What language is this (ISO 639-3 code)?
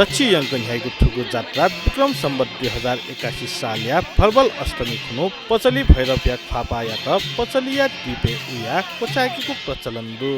new